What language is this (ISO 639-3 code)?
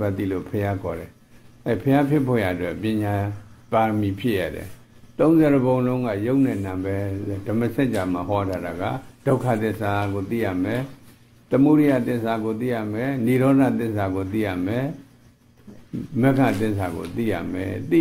mya